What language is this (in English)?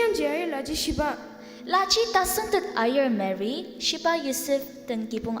Ao Naga